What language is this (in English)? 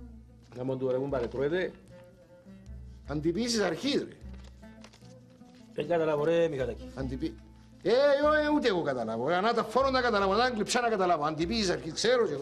Greek